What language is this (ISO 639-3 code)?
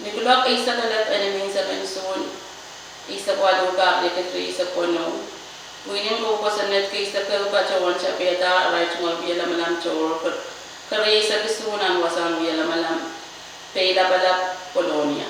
pon